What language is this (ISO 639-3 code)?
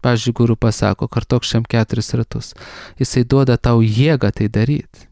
lit